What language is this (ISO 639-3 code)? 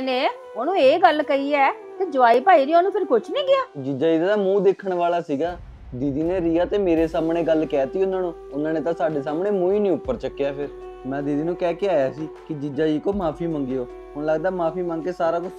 pan